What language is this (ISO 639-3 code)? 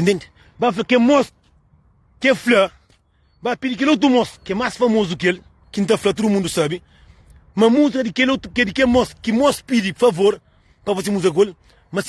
kea